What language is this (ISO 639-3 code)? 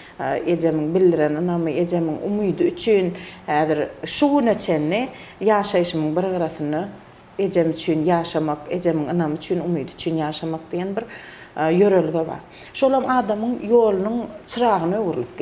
tuk